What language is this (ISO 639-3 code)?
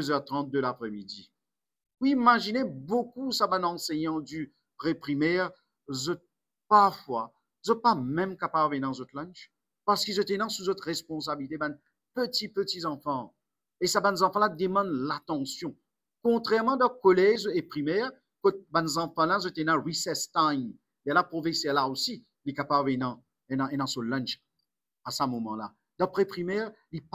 mfe